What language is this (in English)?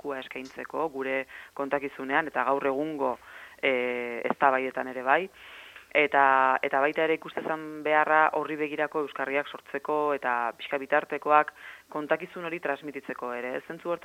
Basque